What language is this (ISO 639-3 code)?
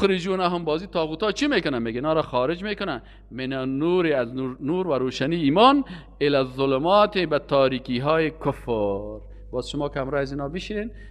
fas